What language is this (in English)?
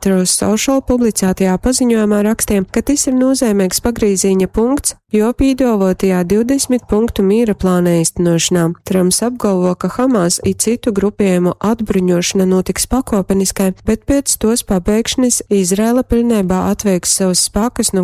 Latgalian